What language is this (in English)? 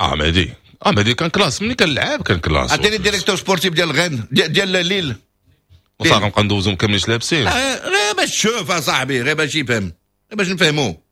Moroccan Arabic